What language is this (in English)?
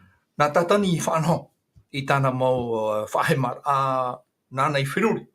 Tahitian